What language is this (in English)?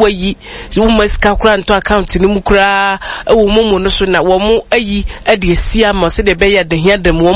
Akan